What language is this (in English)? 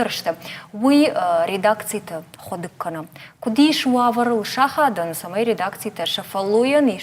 Ossetic